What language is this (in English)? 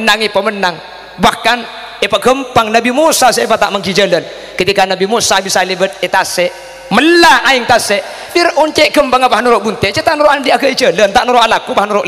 Madurese